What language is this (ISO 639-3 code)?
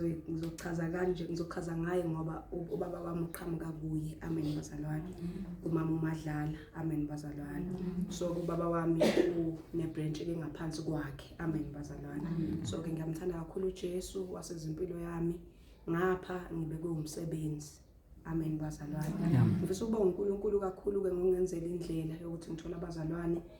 zul